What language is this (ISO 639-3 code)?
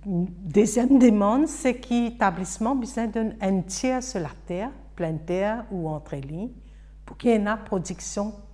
mfe